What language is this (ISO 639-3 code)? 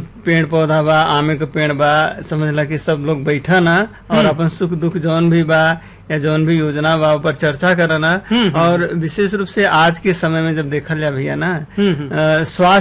bho